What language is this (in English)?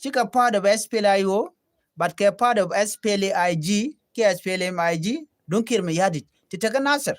Nuer